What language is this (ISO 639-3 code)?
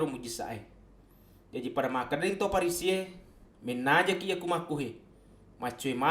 bug